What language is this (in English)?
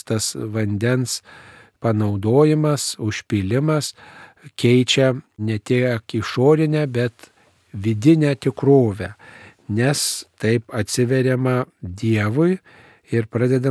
Lithuanian